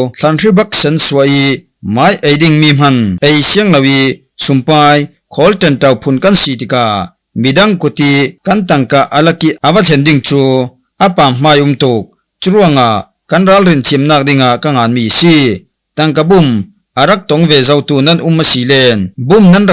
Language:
Falam Chin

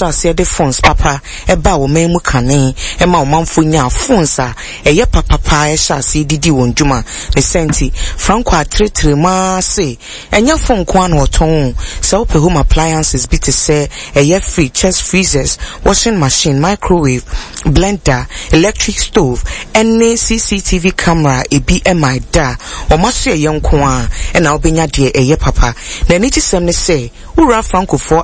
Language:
Akan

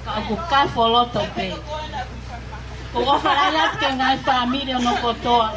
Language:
Tongan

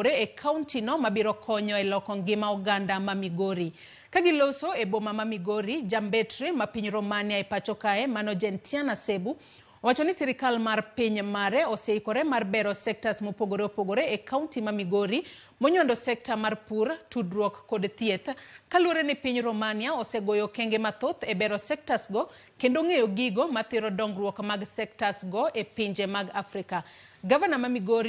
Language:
Luo (Kenya and Tanzania)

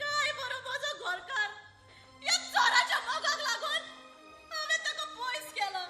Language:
Konkani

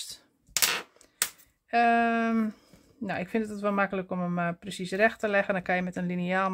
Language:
Dutch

